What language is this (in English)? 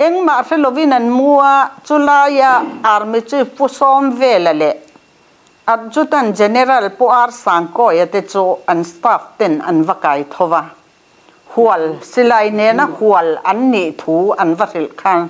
Mizo